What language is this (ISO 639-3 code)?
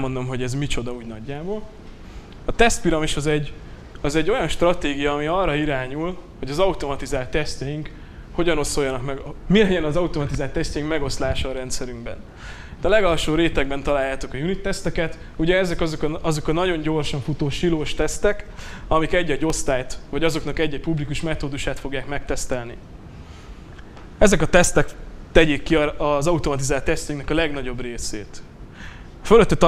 hun